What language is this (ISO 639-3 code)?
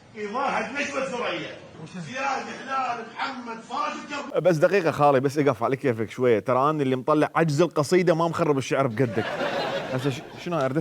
acm